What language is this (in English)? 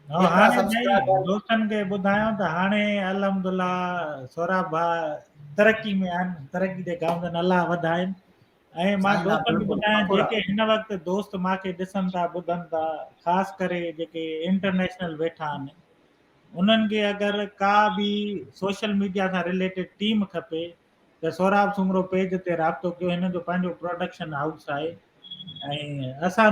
Sindhi